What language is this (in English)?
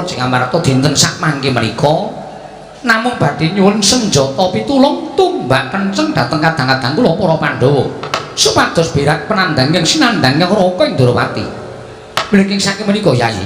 Javanese